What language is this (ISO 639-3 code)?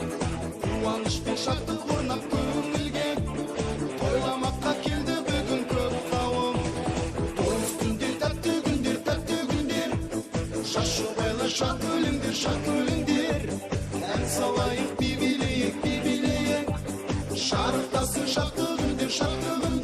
kaa